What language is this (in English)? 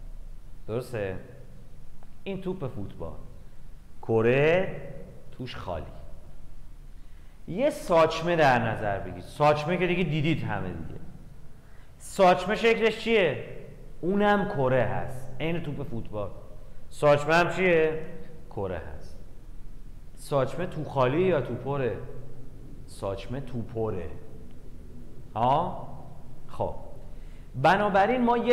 Persian